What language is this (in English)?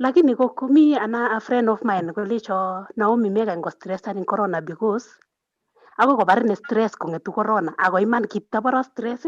Kalenjin